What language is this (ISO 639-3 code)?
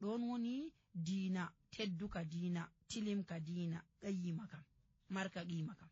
fuv